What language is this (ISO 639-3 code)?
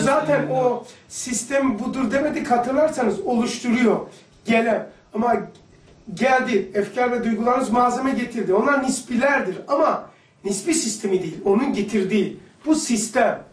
tur